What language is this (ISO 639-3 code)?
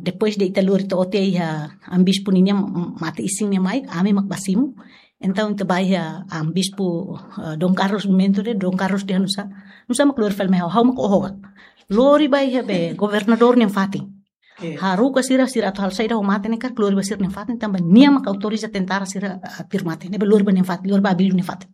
tet